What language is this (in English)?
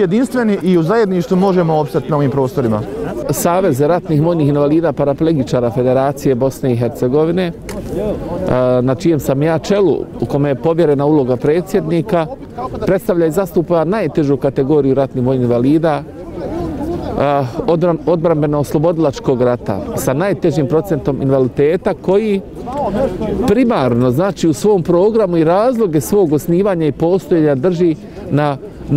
Bosnian